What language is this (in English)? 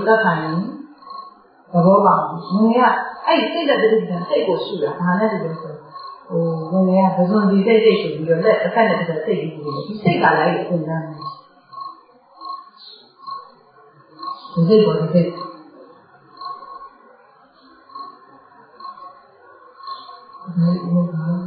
Burmese